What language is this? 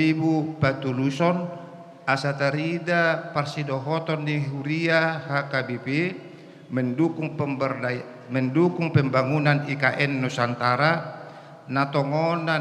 Batak Toba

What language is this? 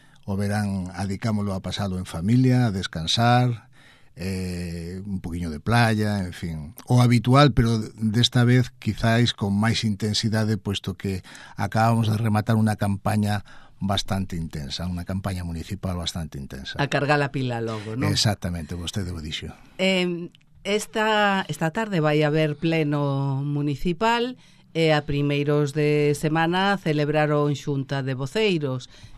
Galician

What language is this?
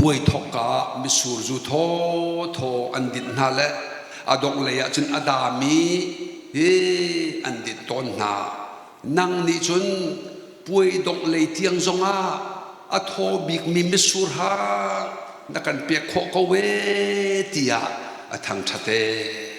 Hakha Chin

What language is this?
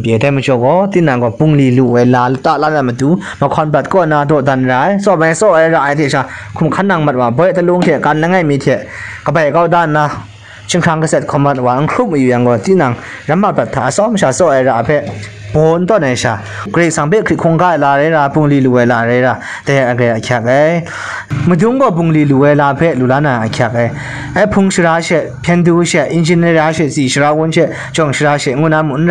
Kachin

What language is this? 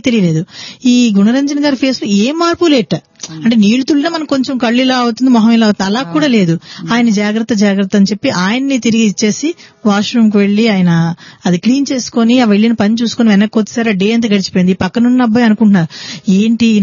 Telugu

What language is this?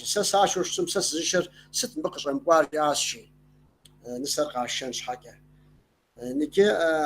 Kabardian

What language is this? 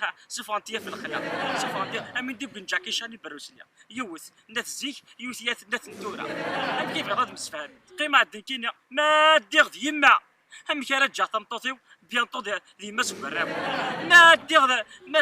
Kabyle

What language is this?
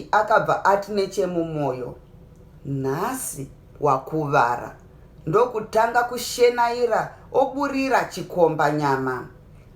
Shona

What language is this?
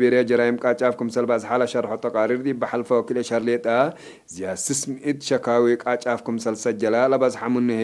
Tigre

